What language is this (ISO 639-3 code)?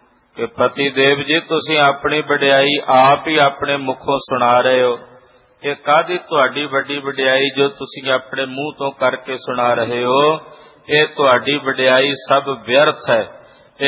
pan